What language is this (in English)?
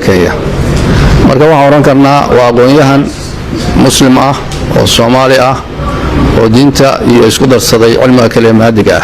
Somali